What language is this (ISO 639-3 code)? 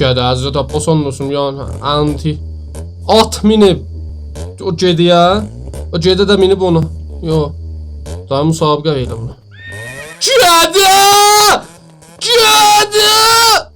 azb